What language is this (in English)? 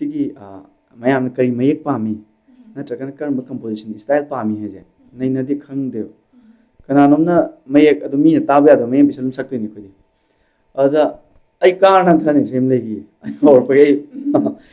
Manipuri